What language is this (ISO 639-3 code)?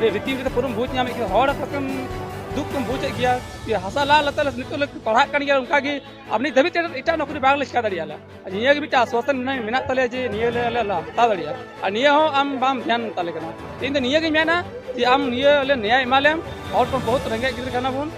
sat